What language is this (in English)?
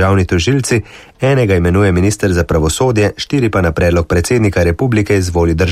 Slovenian